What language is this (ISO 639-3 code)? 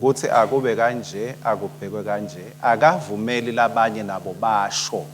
ssw